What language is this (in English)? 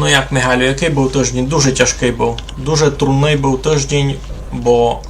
Rusyn